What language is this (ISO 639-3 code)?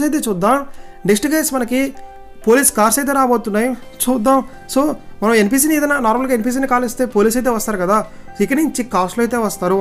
tel